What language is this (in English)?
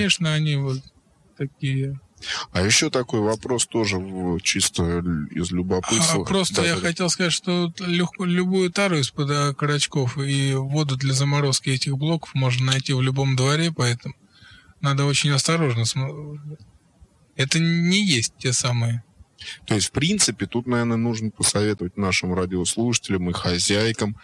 Russian